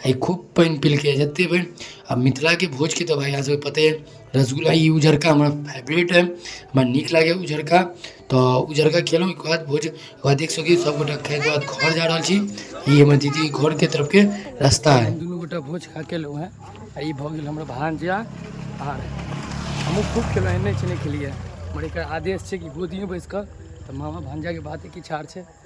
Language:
Maithili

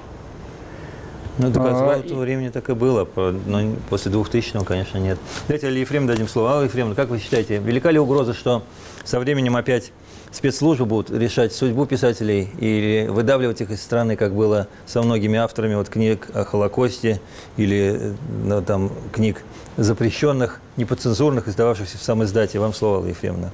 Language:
Russian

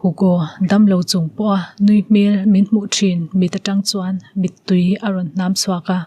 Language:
Mizo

